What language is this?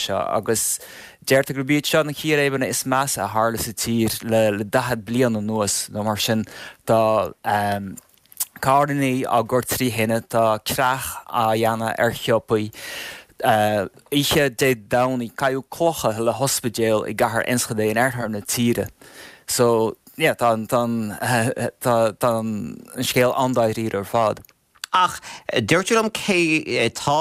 Irish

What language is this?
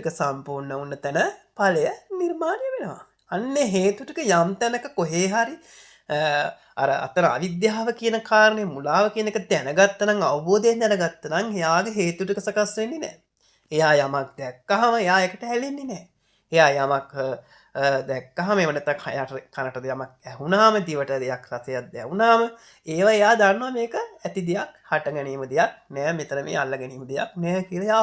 Sinhala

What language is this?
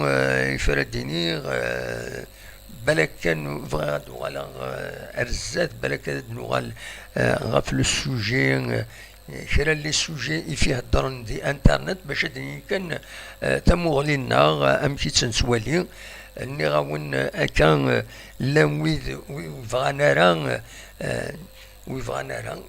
Kabyle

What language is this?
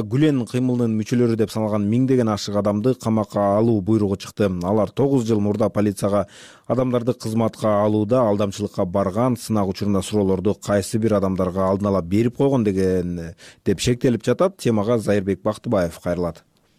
Kyrgyz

